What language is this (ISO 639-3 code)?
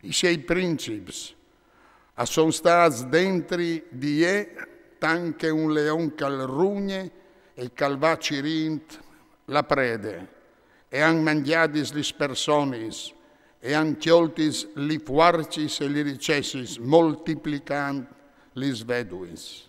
fur